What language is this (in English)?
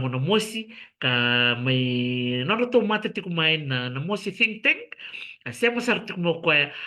Fijian